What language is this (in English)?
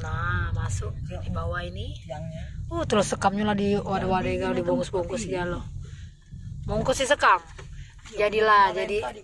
Musi